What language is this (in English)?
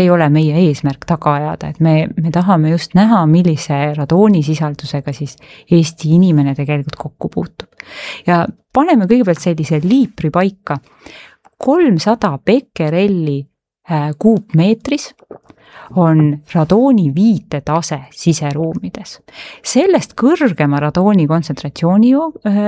Estonian